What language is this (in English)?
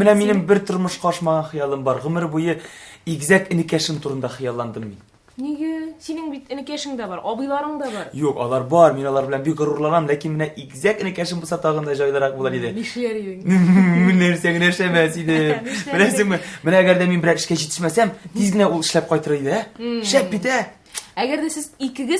Tatar